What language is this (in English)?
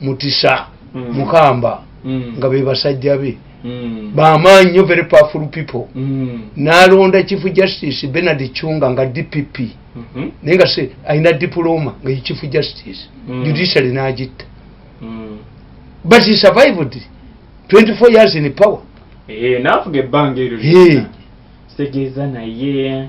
Ganda